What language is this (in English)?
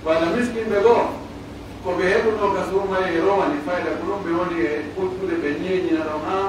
Pular